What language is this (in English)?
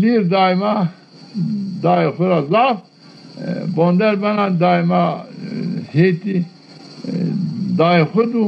Zaza